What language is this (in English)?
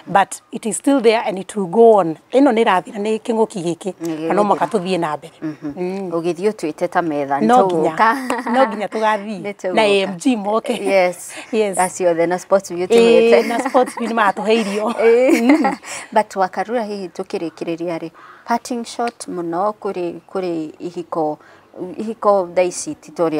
Kikuyu